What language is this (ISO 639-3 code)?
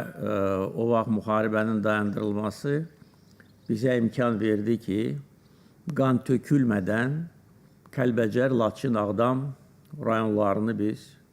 aze